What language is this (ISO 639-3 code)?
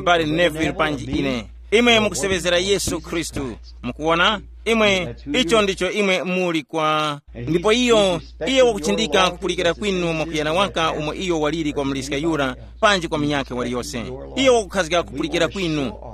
tum